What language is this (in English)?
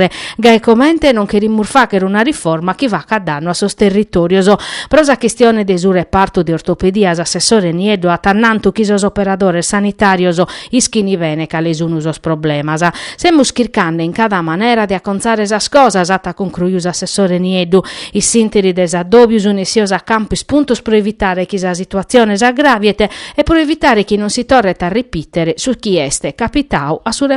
Sardinian